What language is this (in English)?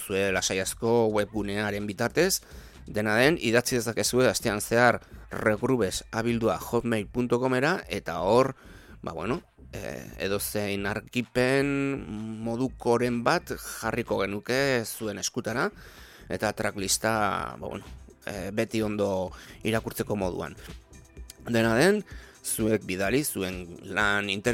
Basque